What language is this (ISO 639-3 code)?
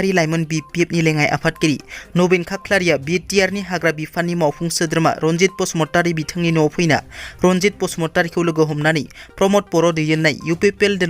brx